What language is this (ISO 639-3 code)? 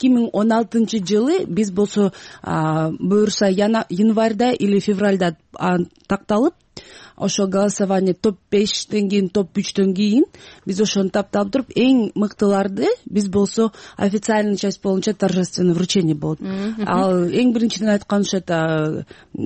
kir